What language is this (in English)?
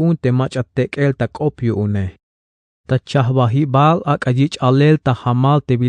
Tzeltal